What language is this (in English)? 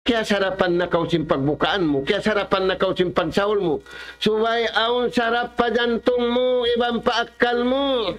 Tausug